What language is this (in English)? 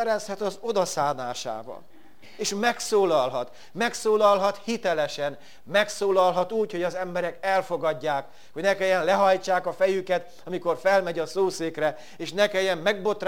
Hungarian